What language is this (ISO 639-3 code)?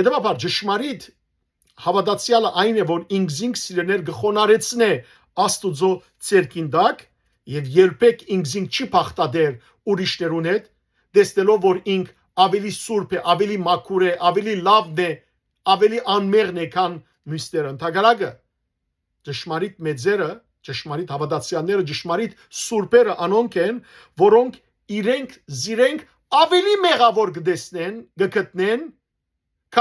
hyw